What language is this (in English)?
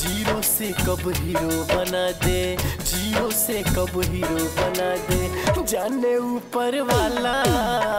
Bhojpuri